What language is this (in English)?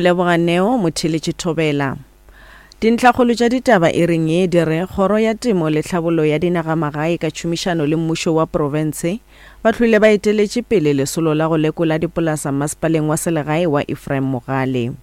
Northern Sotho